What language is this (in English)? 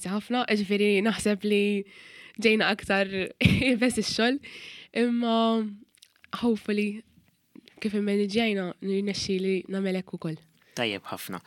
Maltese